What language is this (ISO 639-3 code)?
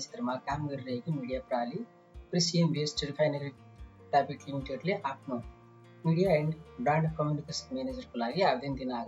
nep